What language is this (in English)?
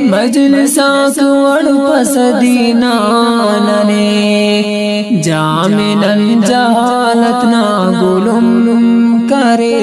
Brahui